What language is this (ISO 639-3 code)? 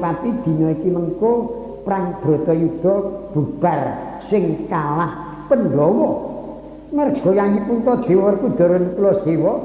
jav